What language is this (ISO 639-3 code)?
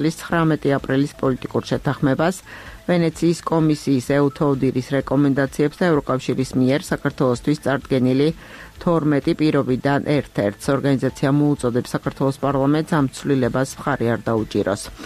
kat